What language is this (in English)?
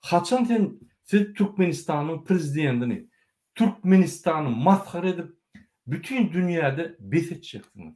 Turkmen